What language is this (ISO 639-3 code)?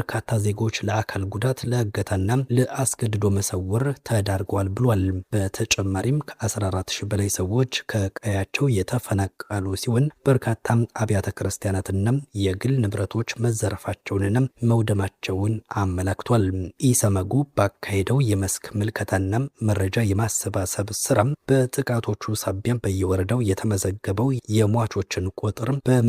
amh